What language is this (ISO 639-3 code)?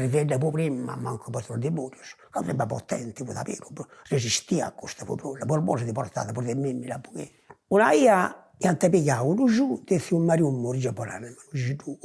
srd